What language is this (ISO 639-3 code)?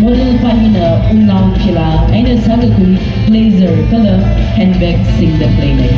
nmf